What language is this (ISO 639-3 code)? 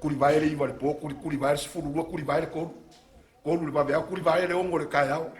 smo